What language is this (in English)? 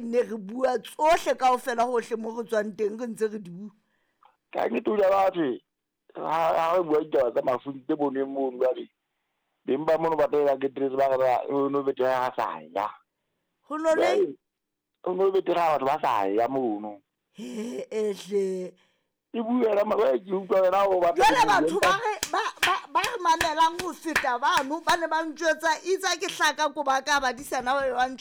Southern Sotho